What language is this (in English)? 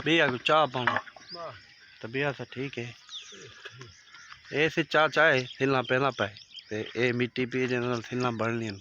Saraiki